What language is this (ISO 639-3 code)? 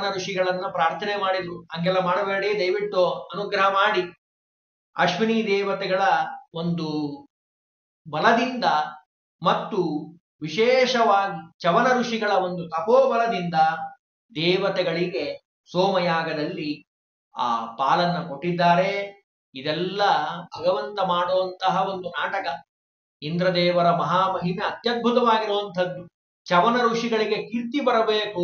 kan